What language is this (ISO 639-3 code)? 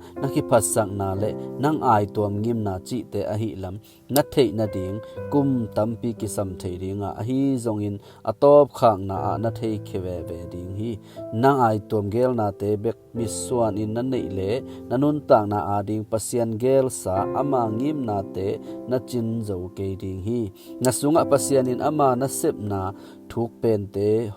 ctd